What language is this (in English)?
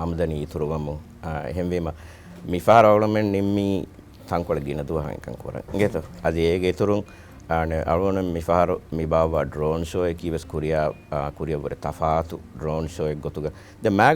Divehi